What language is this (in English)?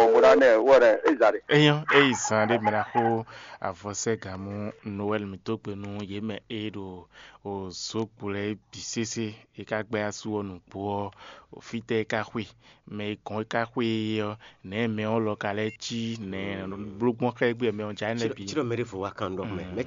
Fon